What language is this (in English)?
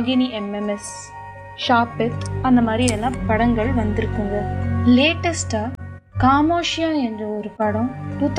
Tamil